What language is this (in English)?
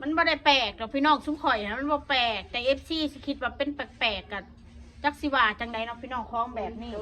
Northeastern Thai